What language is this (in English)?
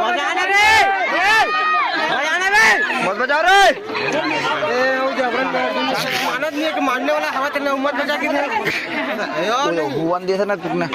Chhattisgarhi